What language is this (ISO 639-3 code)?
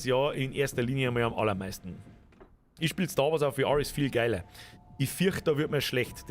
bar